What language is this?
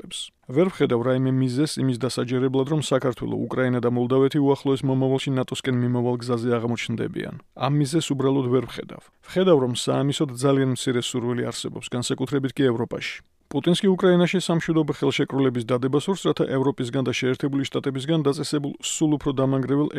Georgian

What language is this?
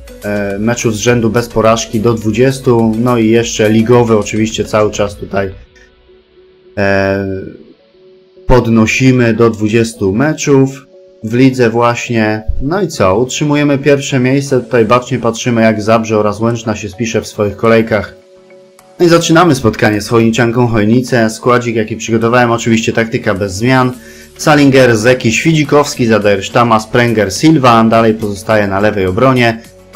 Polish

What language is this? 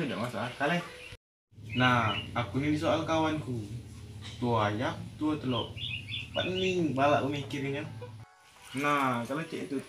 Musi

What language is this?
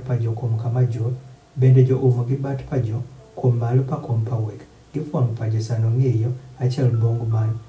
Adhola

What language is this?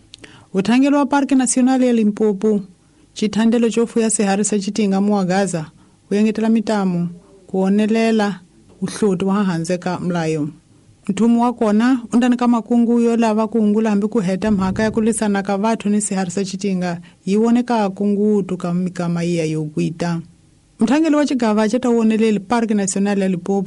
Tsonga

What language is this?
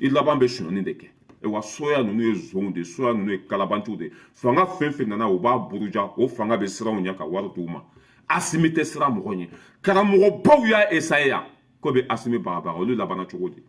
Bambara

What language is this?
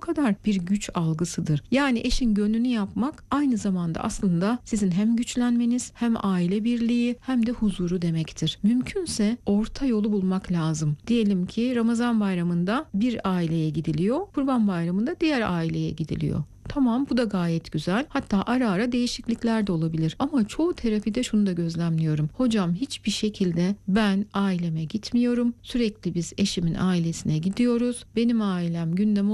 Turkish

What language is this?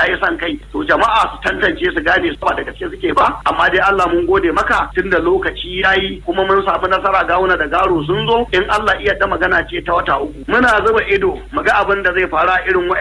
Hausa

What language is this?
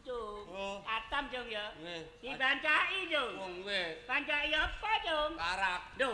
Javanese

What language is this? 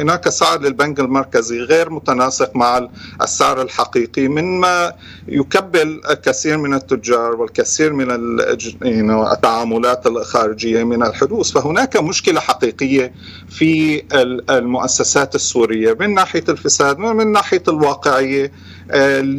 Arabic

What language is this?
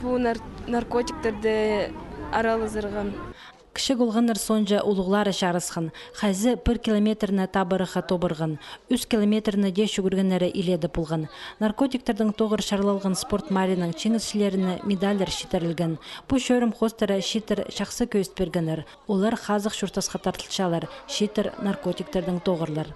Khakas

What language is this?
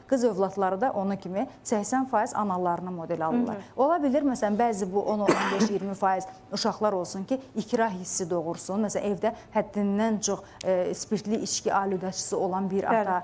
Azerbaijani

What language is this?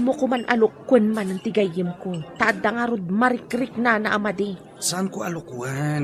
Iloko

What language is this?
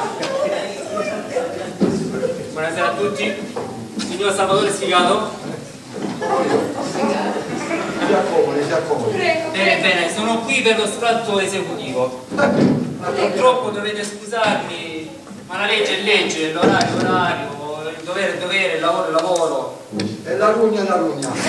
Italian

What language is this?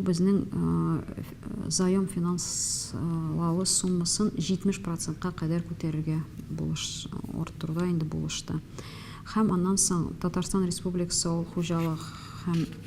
Tatar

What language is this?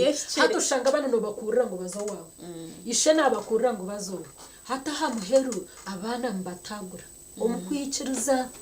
Nyankole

